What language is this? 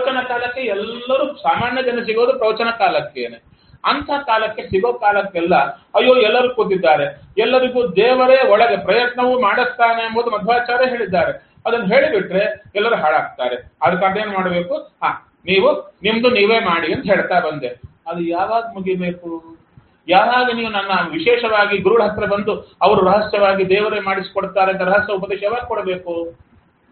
Kannada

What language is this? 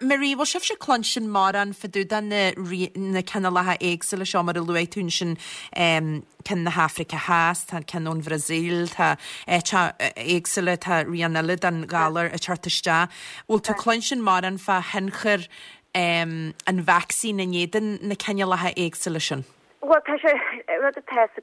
Irish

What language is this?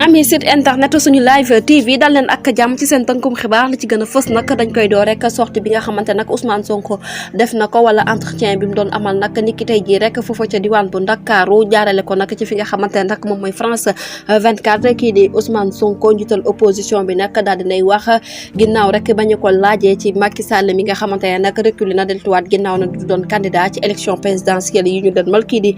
Wolof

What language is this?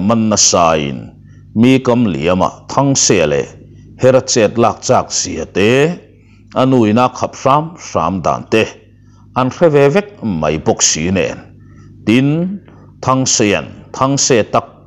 Mizo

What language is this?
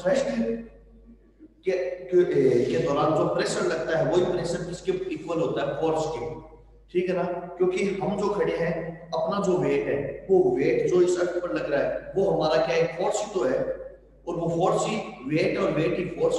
Hindi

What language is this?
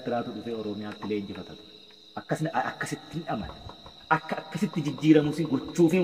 Oromo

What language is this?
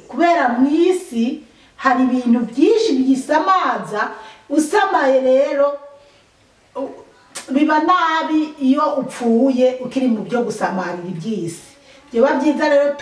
Rundi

